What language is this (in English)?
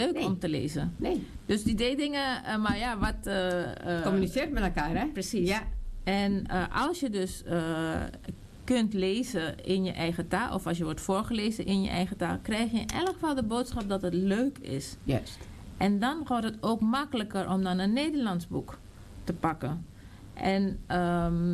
Dutch